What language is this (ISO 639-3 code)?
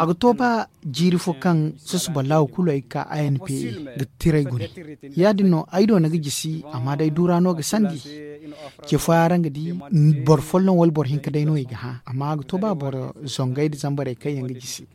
dje